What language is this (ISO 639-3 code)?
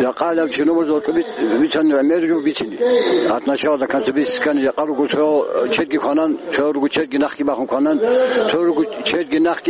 ava